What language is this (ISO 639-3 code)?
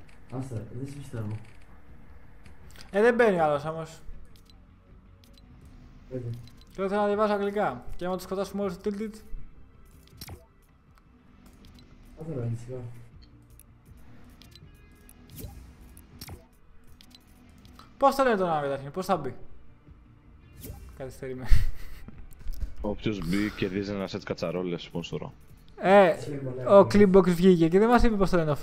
ell